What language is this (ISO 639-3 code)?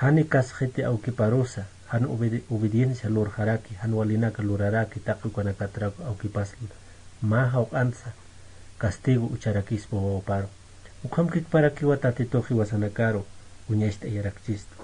aym